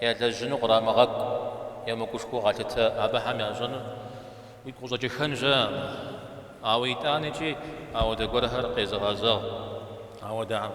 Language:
Kabardian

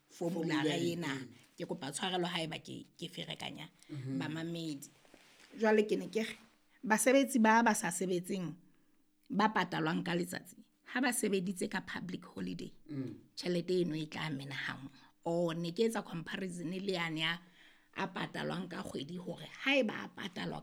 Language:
Southern Sotho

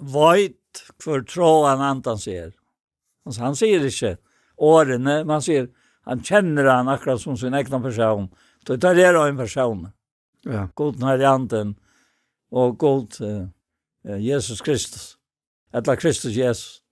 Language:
Faroese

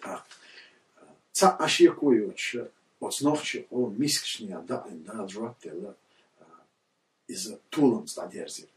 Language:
Chechen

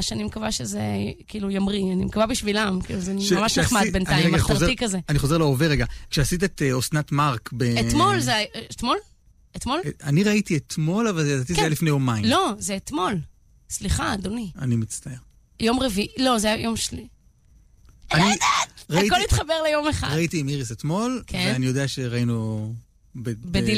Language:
Hebrew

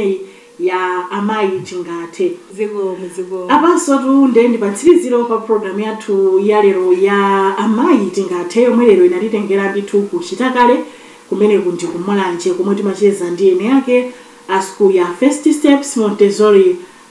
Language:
Nyanja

